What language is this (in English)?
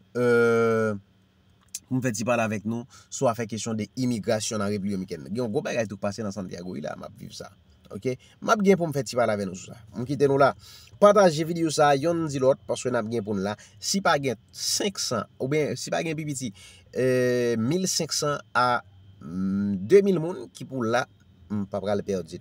Haitian Creole